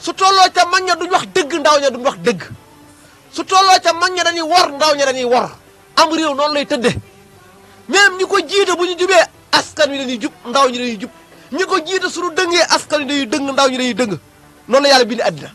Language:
Wolof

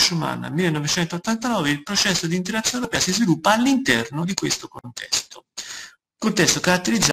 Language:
Italian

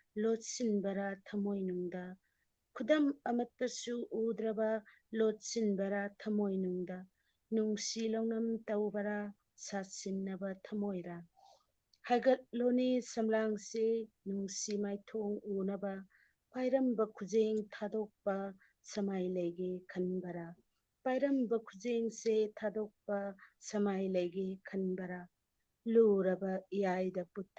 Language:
Manipuri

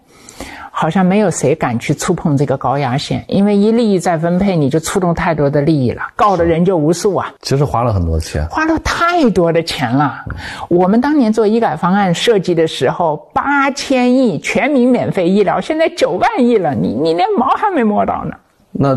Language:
Chinese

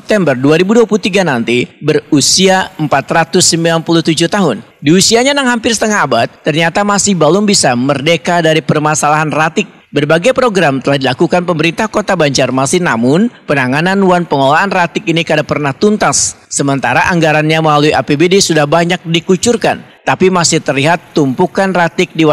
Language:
Banjar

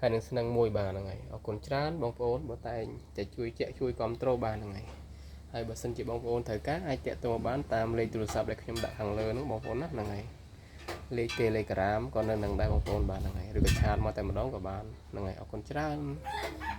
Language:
Khmer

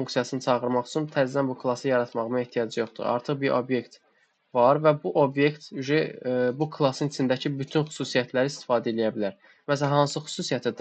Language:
Azerbaijani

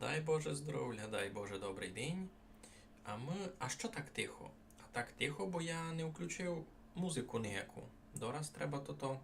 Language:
Rusyn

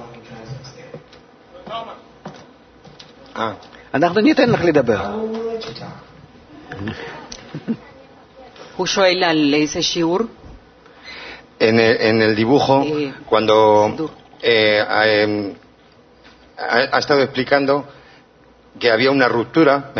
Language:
Hebrew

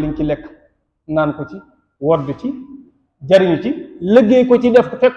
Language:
Wolof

